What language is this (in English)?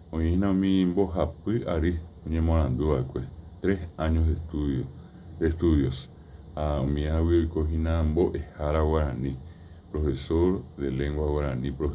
Guarani